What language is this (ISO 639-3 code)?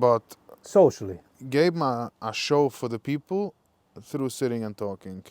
yid